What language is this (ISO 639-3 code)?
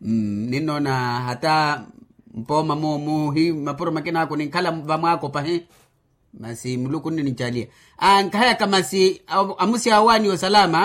vmw